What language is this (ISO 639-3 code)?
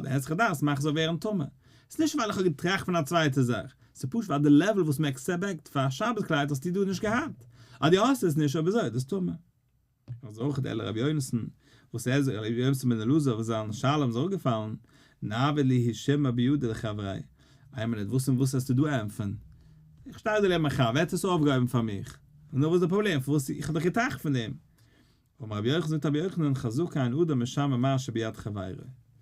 yid